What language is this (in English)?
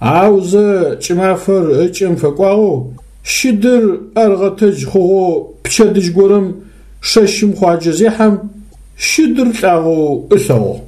Adyghe